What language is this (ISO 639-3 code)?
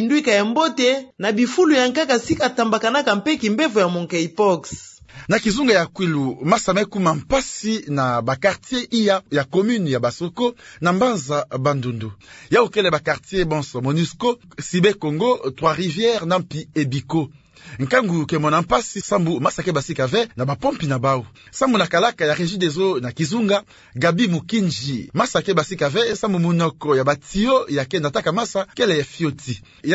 ktu